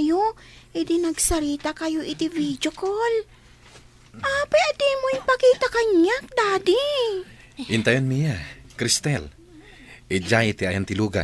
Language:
Iloko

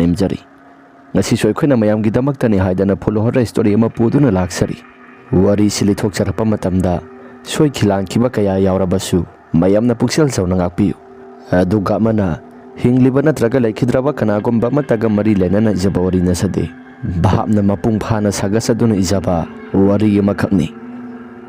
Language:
Manipuri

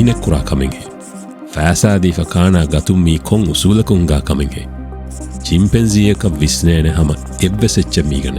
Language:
Divehi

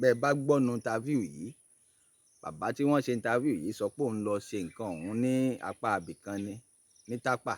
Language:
Yoruba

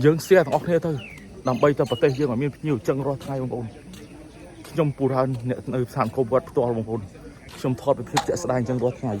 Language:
Khmer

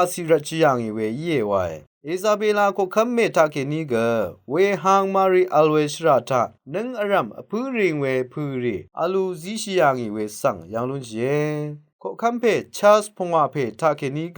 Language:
Rawang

